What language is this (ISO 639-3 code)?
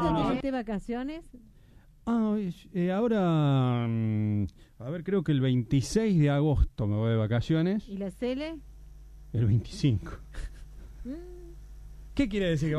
spa